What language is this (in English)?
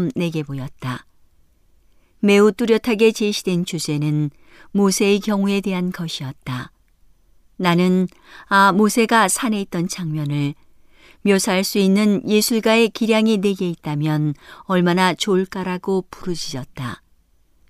Korean